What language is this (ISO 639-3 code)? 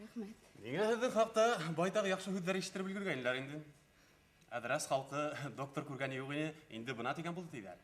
bak